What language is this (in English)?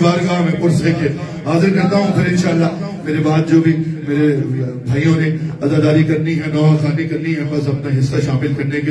Urdu